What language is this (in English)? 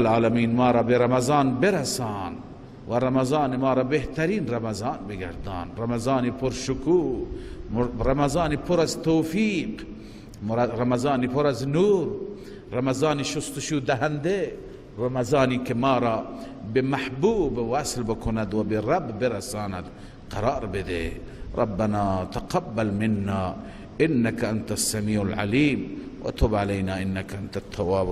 Persian